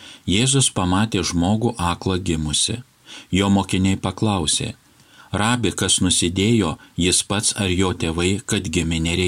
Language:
Lithuanian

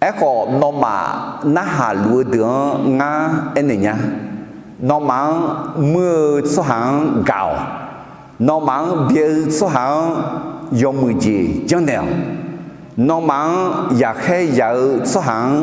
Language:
Akha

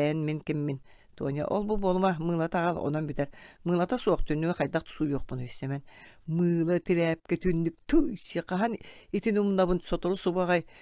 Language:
Yakut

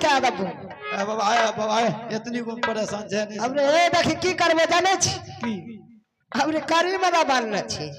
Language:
Maithili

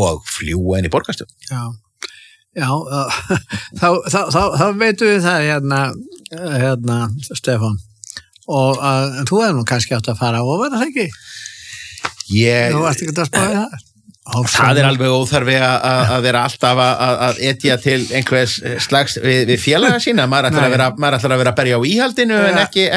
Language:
Icelandic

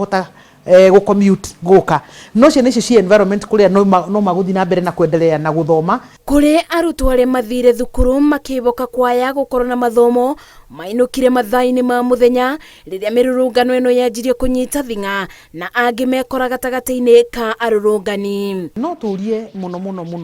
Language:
Kikuyu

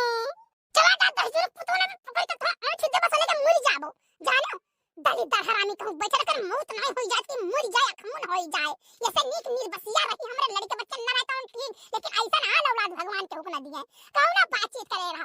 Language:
Awadhi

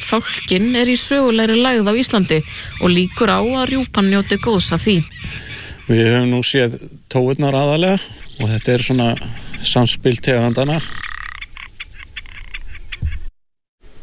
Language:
Icelandic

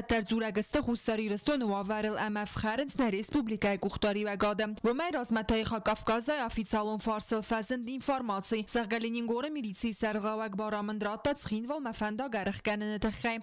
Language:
Ossetic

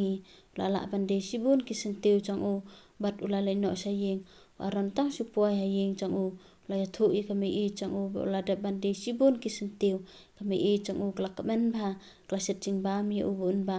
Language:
Khasi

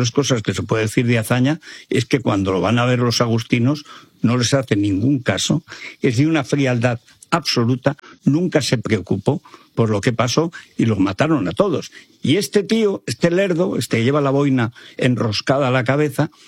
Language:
Spanish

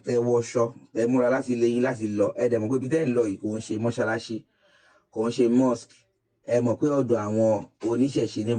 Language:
Yoruba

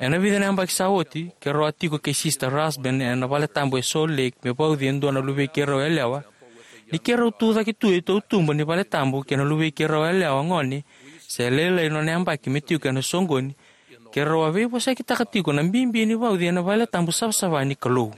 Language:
Fijian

